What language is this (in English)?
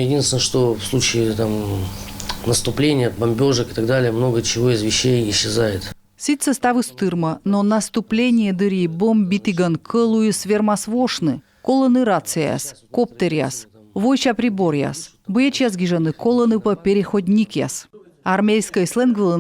Komi